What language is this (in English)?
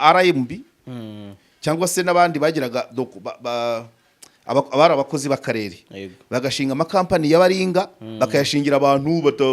Kinyarwanda